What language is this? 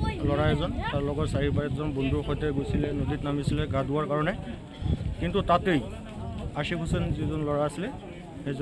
Assamese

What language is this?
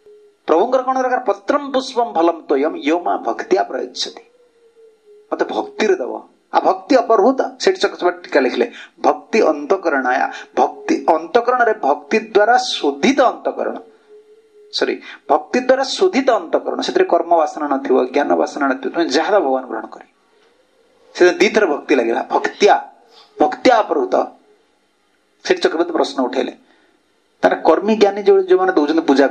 Odia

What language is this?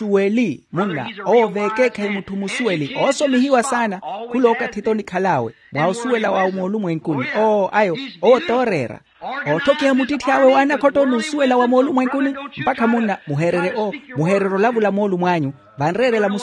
Makhuwa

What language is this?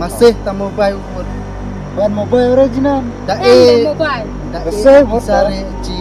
Khasi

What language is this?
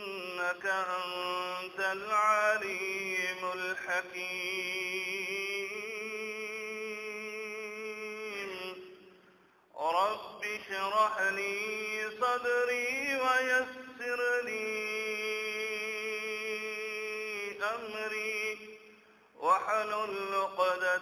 Urdu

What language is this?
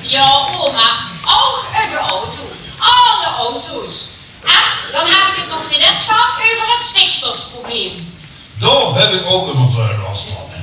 Limburgish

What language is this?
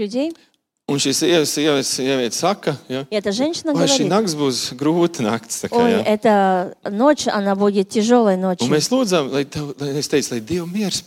Latvian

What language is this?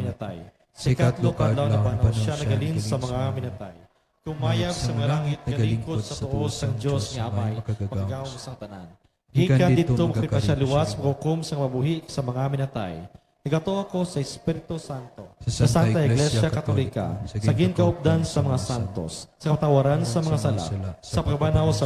Hiligaynon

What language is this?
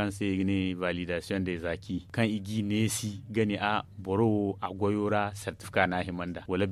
Zarma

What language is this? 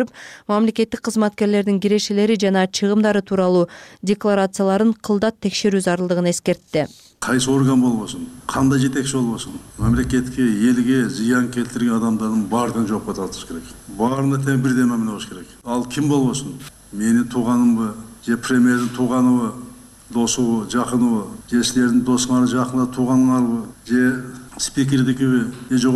Kyrgyz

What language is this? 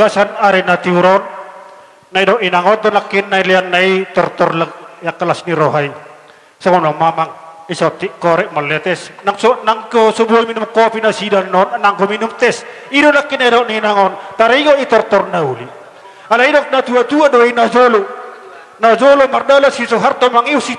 Batak Toba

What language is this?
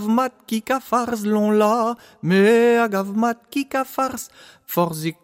Breton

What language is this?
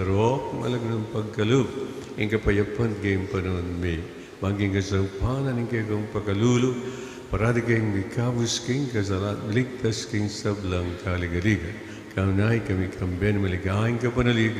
Pampanga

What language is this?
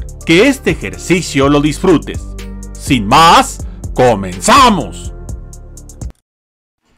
Spanish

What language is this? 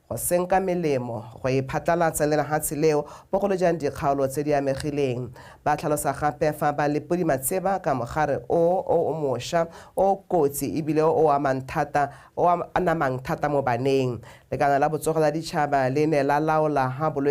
Tswana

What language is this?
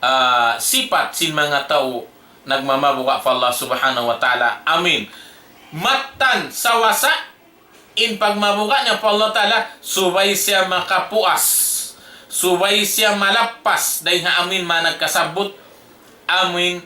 Tausug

